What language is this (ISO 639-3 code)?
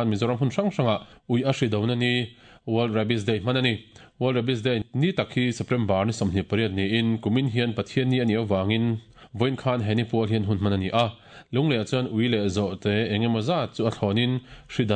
lus